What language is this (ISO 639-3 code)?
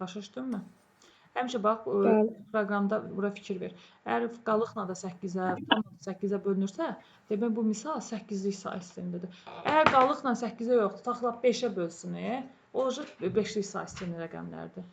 aze